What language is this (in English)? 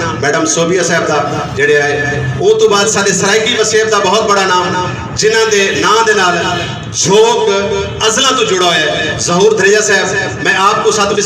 Saraiki